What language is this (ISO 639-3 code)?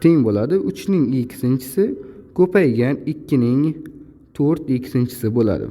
uzb